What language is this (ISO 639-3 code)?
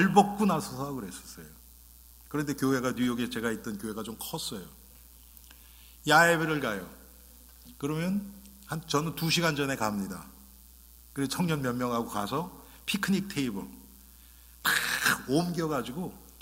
kor